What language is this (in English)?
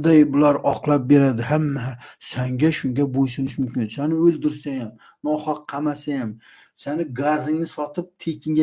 Uzbek